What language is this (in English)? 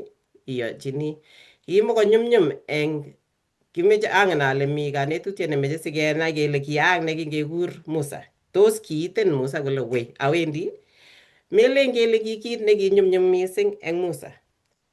Kalenjin